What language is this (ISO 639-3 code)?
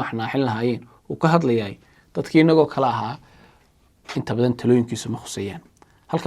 som